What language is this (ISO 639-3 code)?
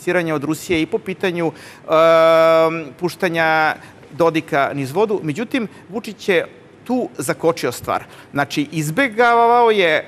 srp